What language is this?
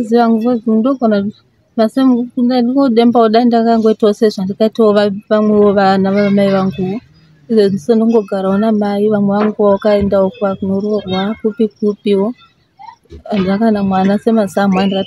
Shona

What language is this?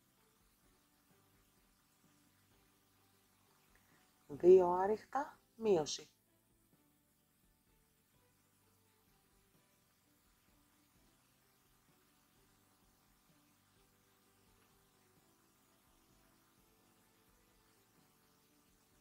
Greek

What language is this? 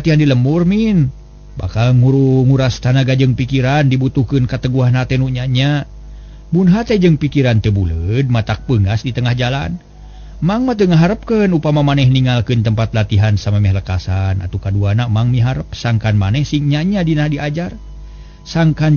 Sundanese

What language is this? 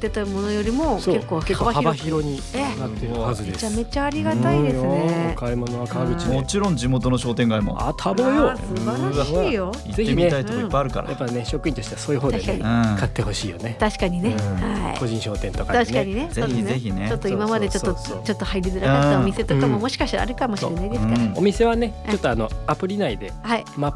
Japanese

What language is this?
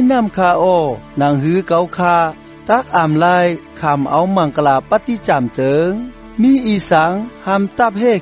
Shan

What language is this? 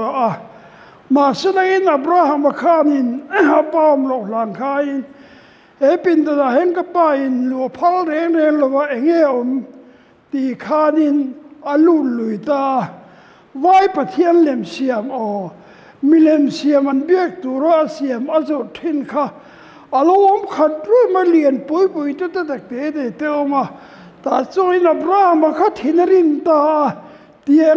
Mizo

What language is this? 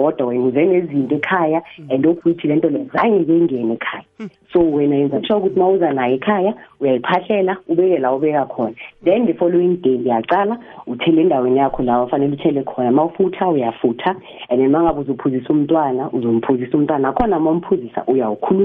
South Ndebele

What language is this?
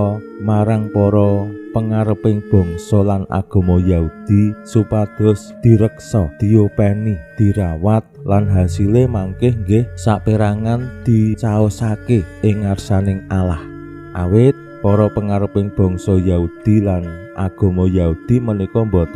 Javanese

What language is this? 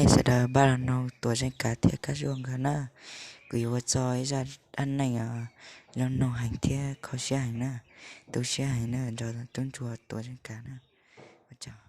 Hmong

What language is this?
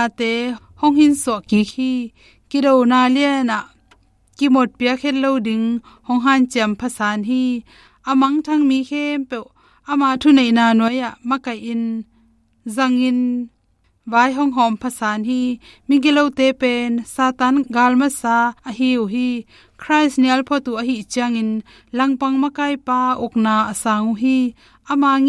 Tedim Chin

